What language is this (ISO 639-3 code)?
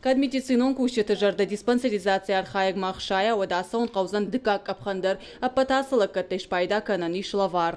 oss